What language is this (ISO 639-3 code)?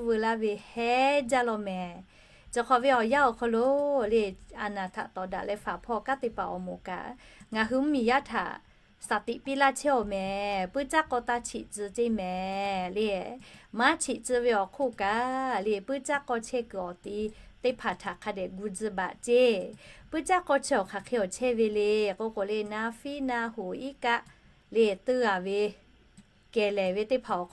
lhu